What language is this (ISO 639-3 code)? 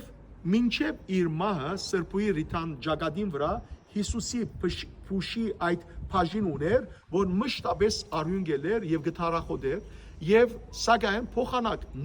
hyw